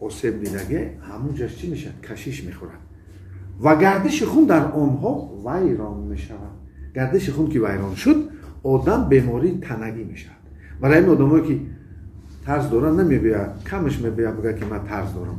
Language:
Tajik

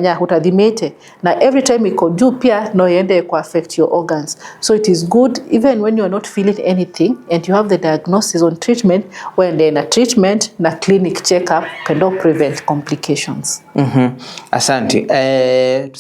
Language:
Kamba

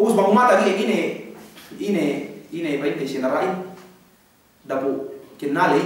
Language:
Yakan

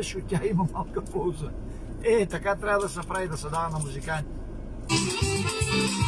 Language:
Bulgarian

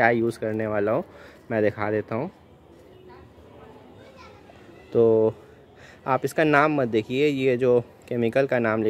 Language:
Hindi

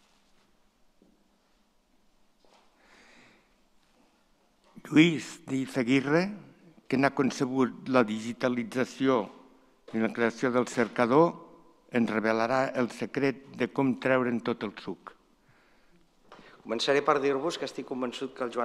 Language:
Catalan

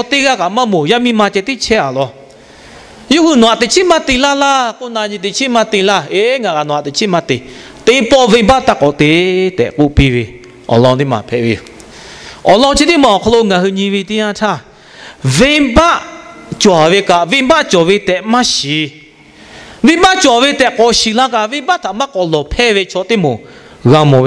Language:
Lahu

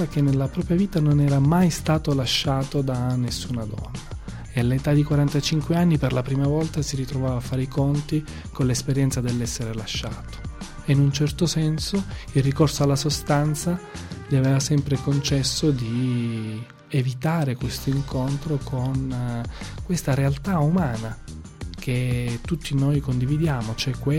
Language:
Italian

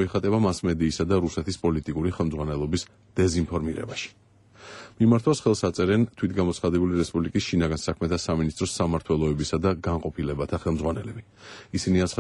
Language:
Georgian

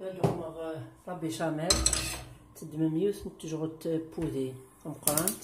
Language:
Kabyle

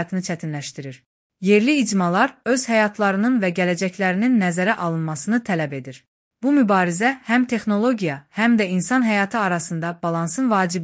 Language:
Azerbaijani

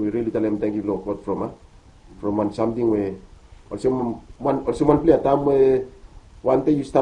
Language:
Bislama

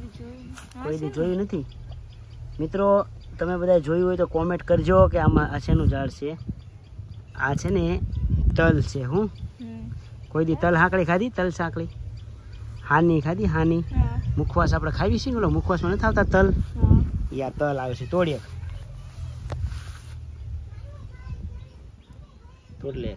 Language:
Gujarati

